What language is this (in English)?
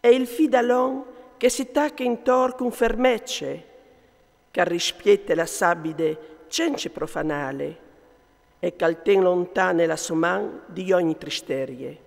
Friulian